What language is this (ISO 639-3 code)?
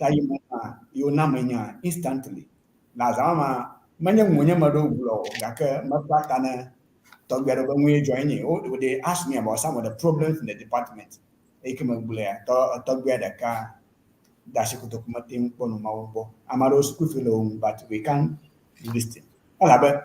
ewe